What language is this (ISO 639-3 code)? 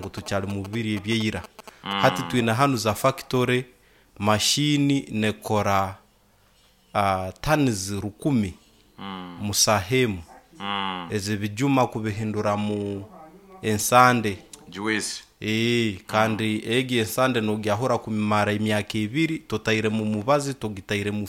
nyo